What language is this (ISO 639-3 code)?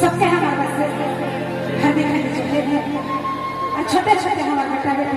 sck